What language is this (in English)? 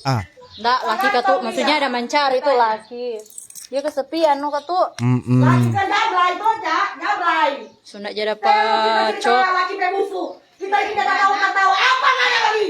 Manado Malay